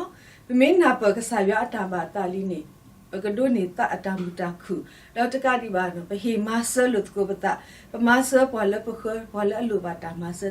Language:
S'gaw Karen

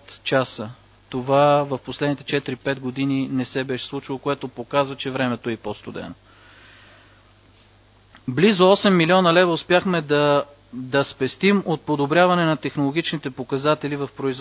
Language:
Bulgarian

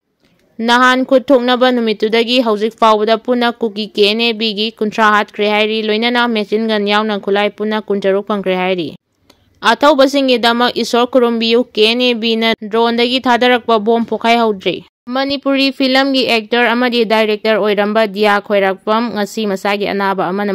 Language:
Manipuri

